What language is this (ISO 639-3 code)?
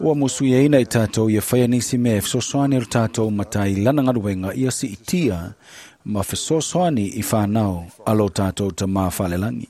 smo